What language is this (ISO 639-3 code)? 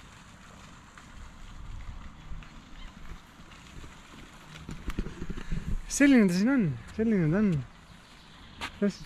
est